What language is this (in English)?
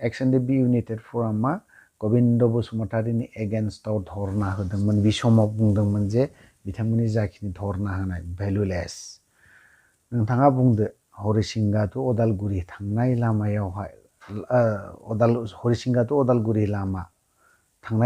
Bodo